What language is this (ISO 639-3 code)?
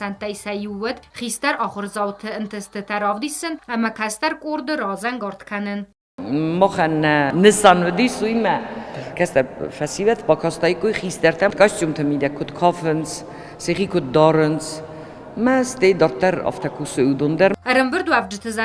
oss